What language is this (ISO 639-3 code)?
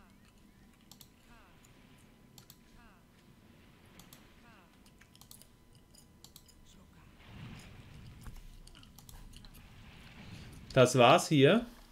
deu